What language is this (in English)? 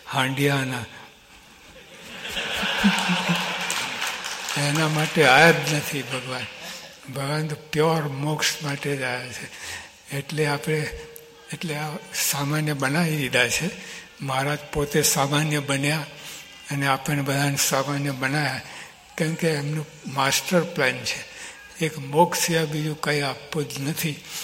Gujarati